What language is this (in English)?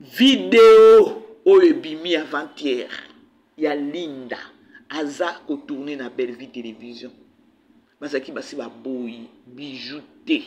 Lingala